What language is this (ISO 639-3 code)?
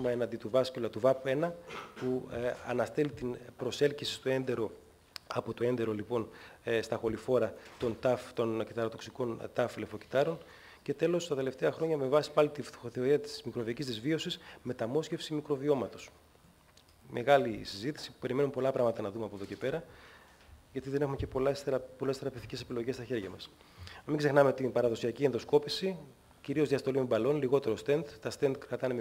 ell